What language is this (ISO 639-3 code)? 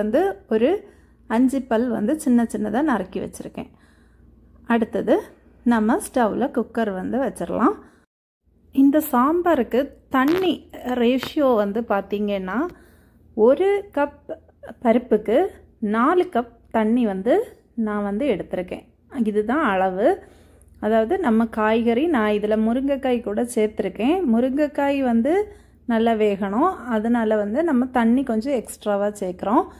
tam